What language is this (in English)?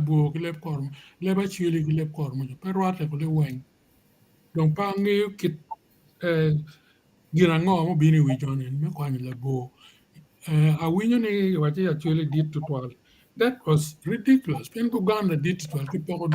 Acoli